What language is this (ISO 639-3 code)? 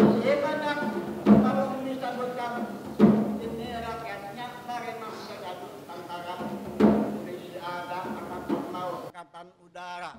bjn